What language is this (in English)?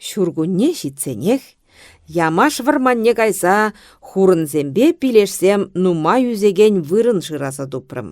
Chuvash